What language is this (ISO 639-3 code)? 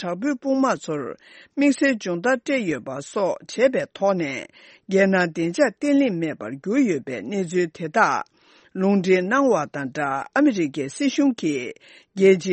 bod